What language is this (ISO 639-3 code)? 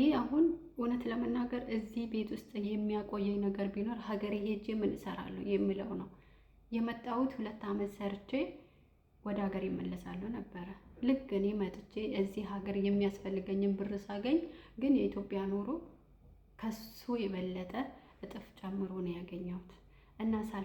amh